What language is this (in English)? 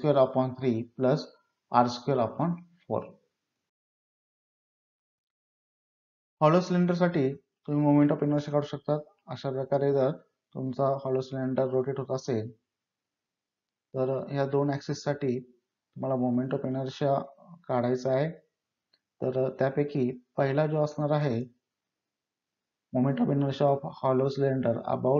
Marathi